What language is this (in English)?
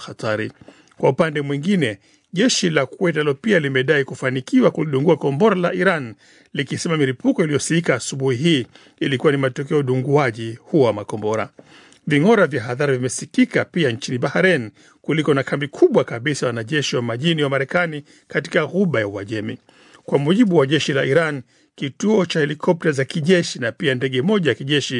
Swahili